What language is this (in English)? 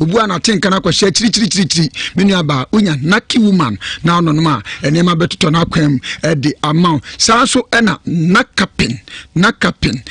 Akan